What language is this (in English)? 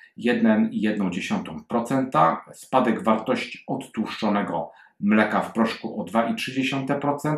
Polish